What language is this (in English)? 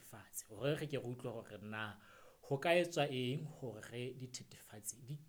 Southern Sotho